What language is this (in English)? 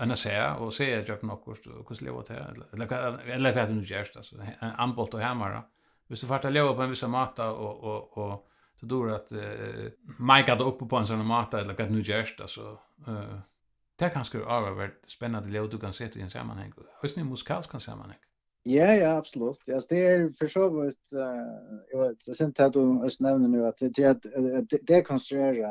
Faroese